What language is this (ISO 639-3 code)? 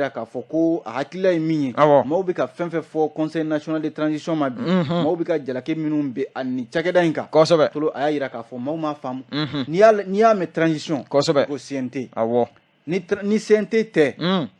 bam